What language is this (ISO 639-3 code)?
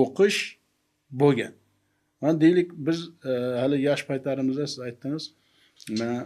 uzb